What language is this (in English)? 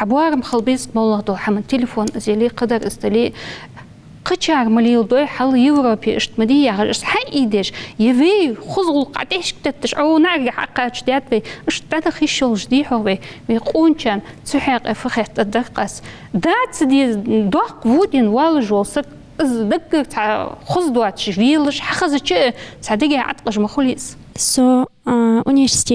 Ingush